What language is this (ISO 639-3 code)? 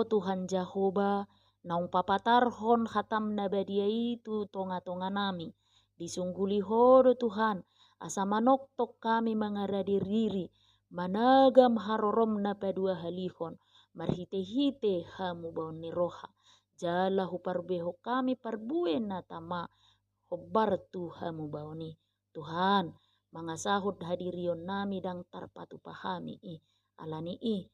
bbc